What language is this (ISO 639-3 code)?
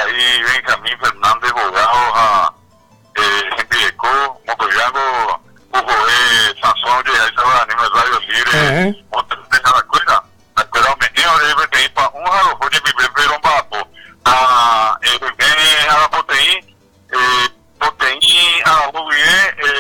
grn